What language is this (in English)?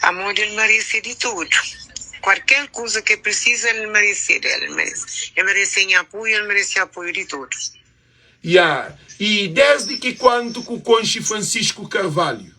Kabuverdianu